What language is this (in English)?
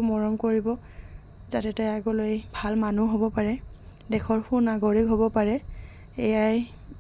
Assamese